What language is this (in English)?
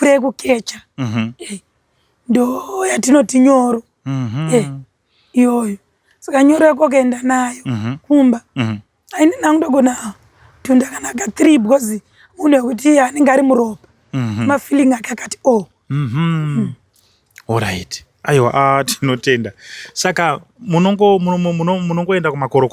Shona